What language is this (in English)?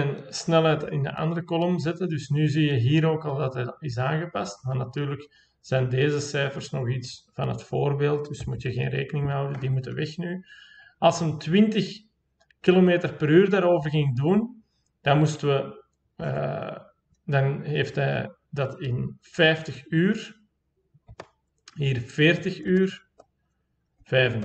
Dutch